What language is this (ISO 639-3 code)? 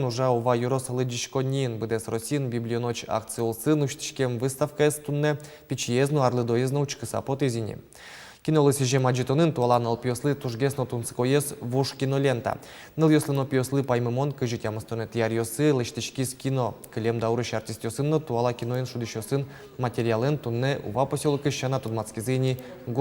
udm